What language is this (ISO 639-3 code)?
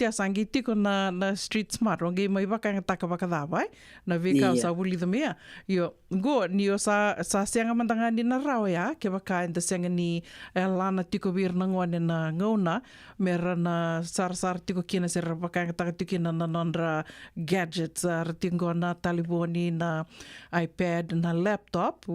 fij